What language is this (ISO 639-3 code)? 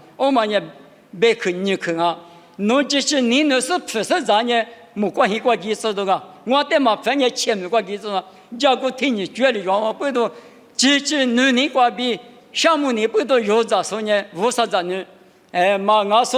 lis